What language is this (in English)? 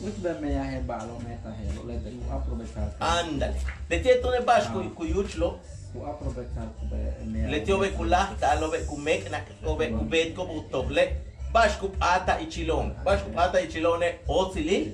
Yucateco